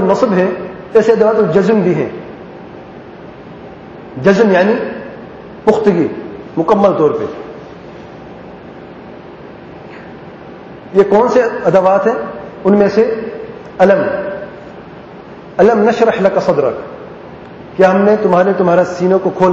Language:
Urdu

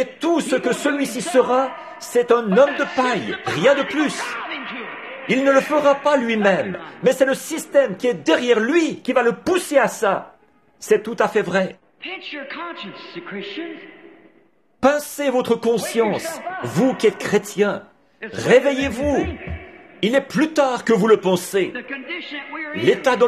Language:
French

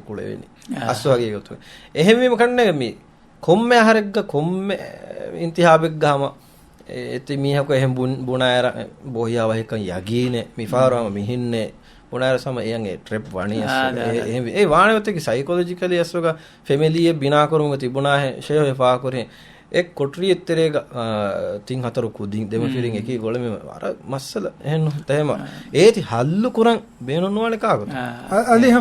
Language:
Divehi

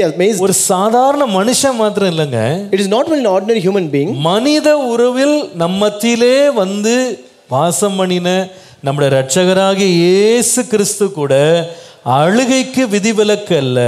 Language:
Tamil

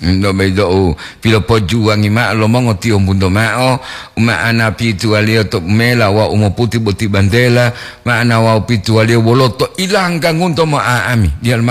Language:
Gorontalo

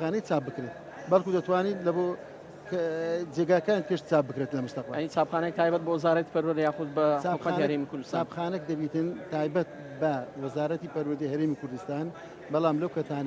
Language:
Central Kurdish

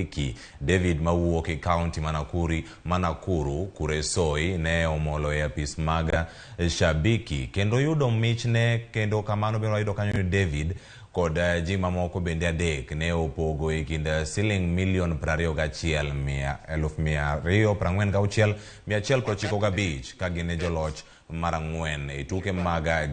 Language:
Luo (Kenya and Tanzania)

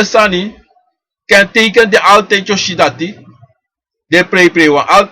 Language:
Sranan Tongo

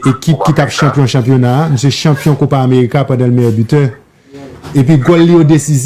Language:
Haitian Creole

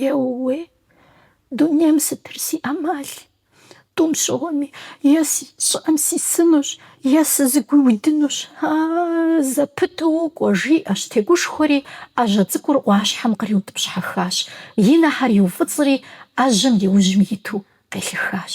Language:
Kabardian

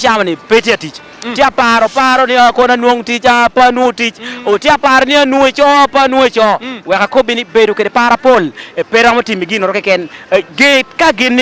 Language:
Lango (Uganda)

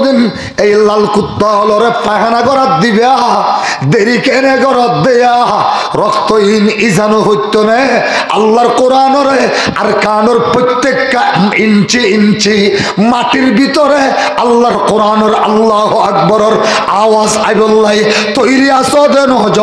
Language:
Rohingya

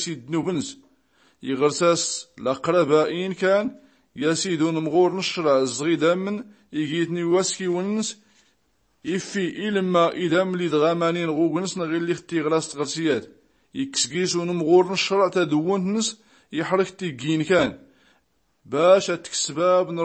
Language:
Tachelhit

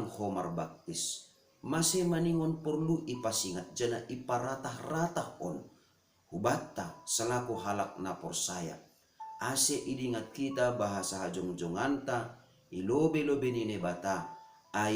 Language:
Batak Simalungun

